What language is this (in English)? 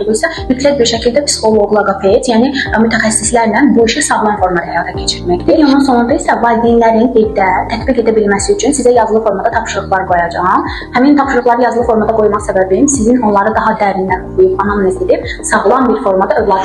Azerbaijani